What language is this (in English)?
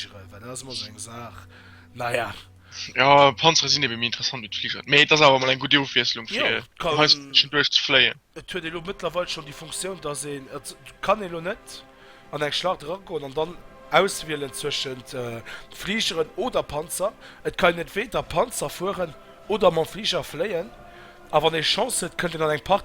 Luxembourgish